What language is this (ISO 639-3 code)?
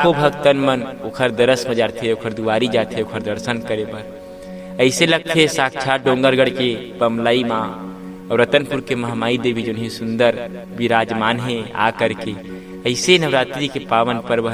hne